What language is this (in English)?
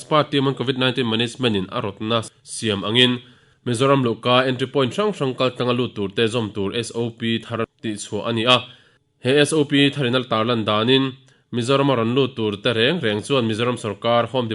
Mizo